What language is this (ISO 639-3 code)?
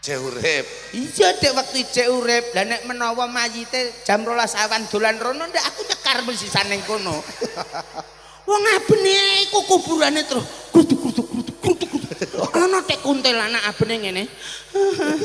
jav